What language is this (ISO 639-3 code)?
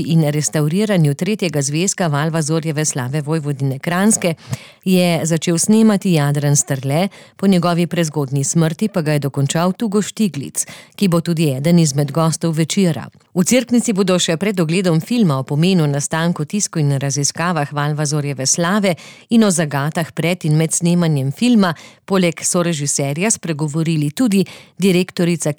slv